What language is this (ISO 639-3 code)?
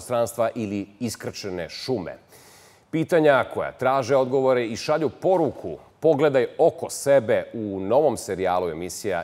srp